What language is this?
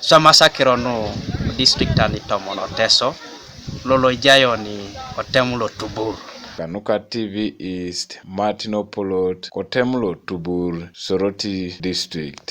Teso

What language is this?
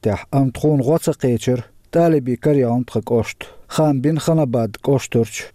Chechen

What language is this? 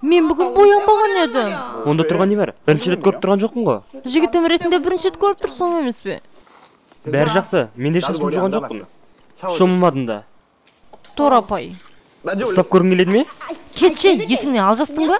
Kazakh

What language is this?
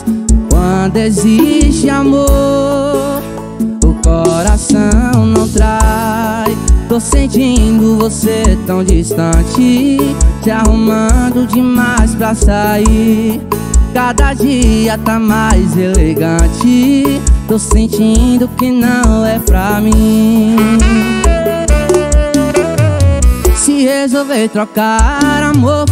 Portuguese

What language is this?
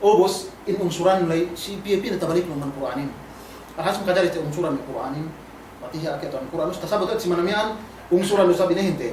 Yakan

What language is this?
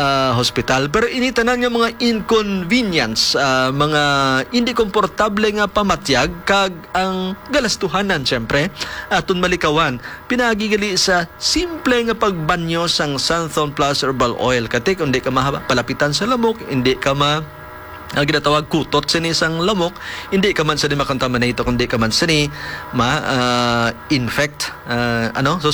Hiligaynon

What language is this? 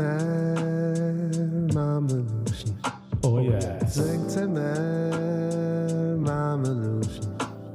Yiddish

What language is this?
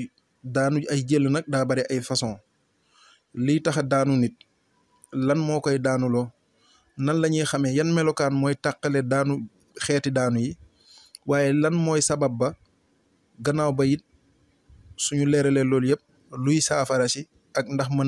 Wolof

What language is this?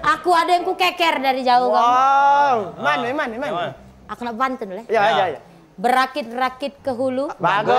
Musi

